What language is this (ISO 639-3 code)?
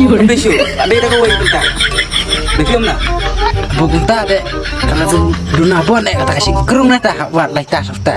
kha